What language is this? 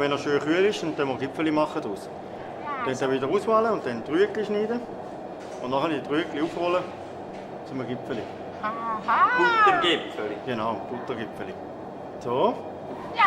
Swiss German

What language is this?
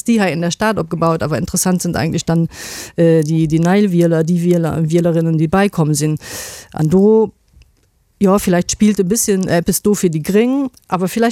Luxembourgish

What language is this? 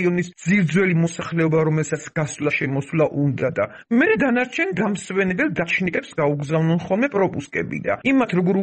Georgian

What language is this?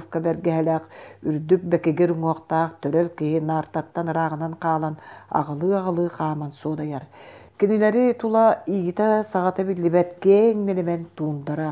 Yakut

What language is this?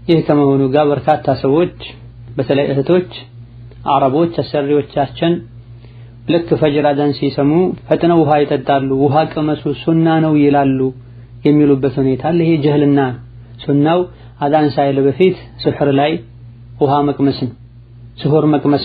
Amharic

